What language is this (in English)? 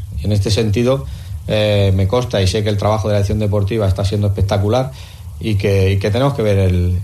Spanish